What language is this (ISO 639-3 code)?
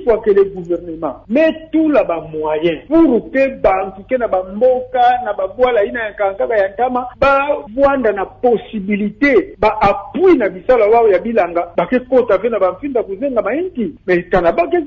ktu